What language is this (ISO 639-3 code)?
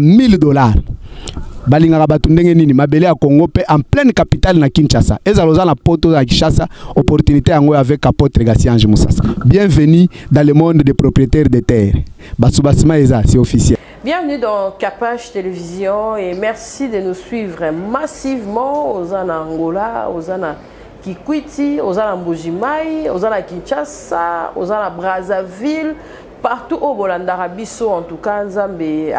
lin